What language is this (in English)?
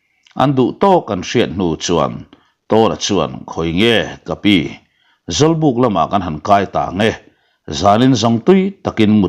Mizo